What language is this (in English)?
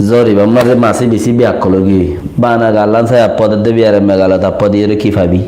Rohingya